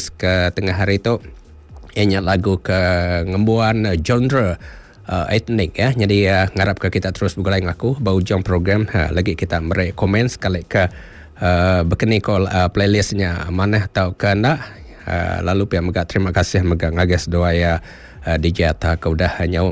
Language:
Iban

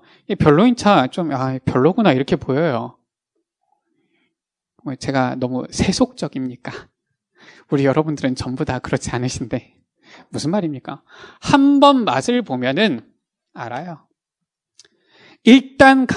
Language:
Korean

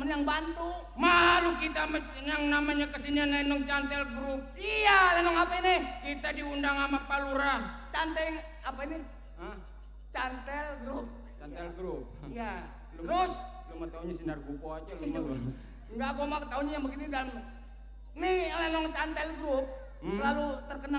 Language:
Betawi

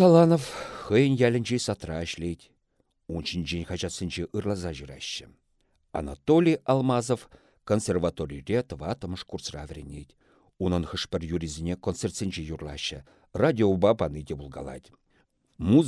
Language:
Chuvash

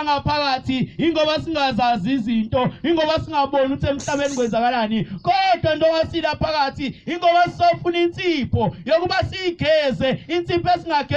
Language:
Zulu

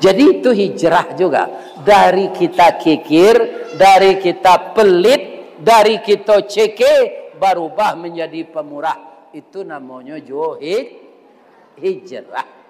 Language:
Minangkabau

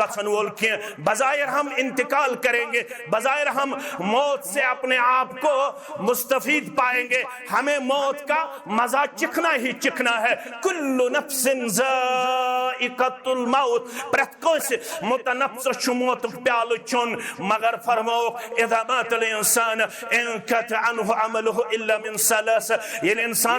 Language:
Kashmiri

